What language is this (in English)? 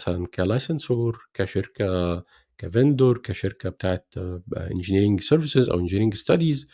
Egyptian Arabic